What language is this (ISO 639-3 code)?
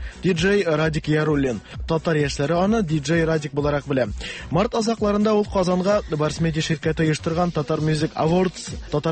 tat